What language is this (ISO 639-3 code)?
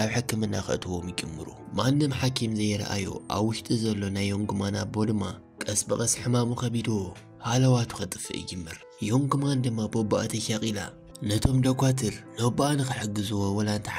tir